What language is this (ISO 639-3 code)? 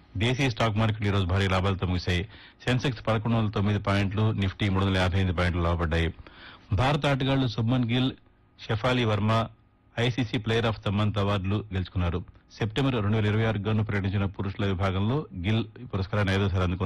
tel